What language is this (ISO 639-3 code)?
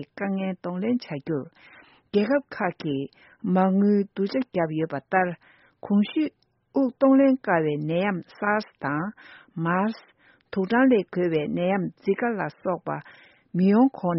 bod